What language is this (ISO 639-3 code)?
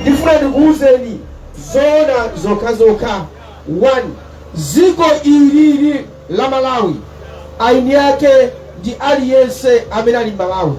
nya